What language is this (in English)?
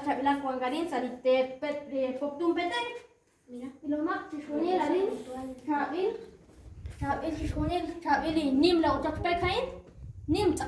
Kekchí